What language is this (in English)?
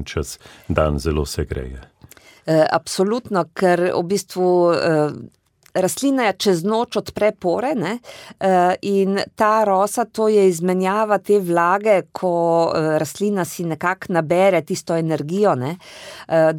Slovenian